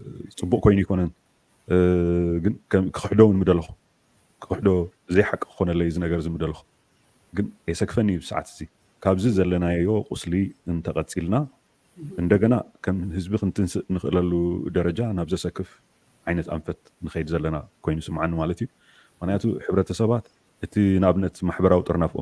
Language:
Tigrinya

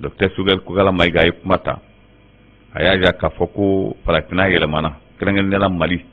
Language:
Bambara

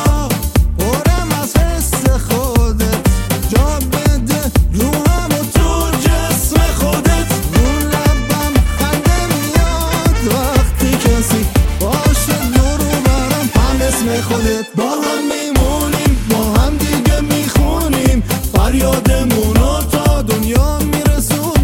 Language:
Persian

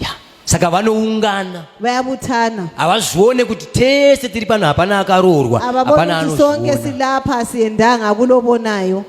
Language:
Shona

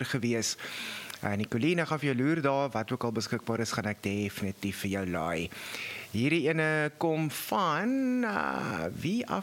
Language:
Afrikaans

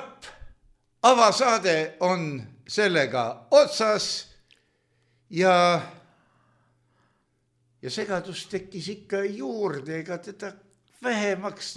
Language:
Estonian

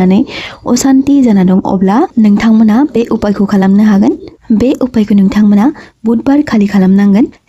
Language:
Bodo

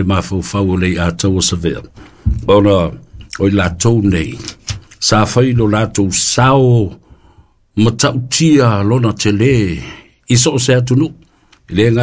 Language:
Samoan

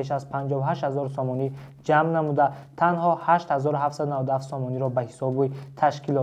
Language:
Tajik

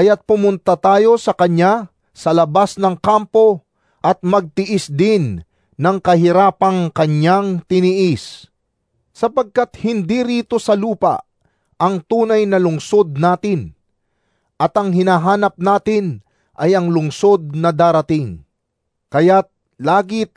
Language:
Filipino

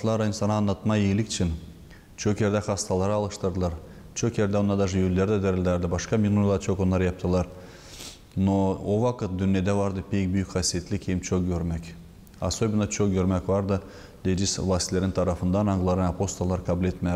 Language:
Gagauz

